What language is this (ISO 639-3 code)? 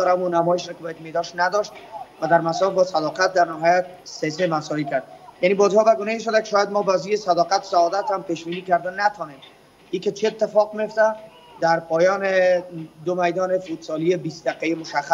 fas